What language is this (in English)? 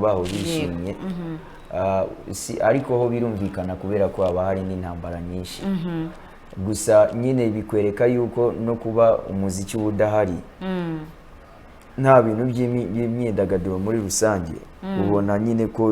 Kinyarwanda